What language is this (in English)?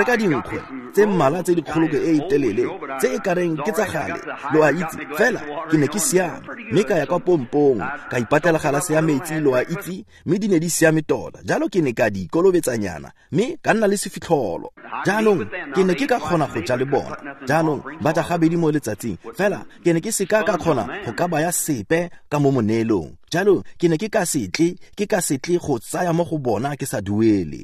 Tswana